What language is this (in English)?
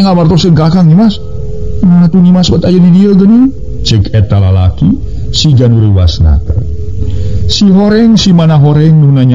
Sundanese